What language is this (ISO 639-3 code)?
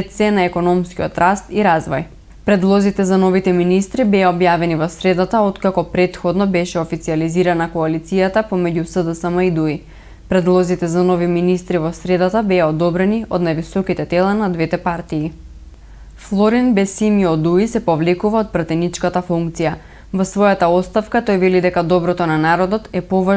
mkd